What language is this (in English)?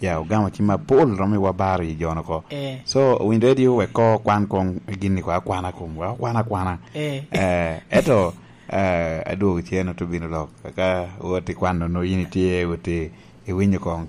Lango (Uganda)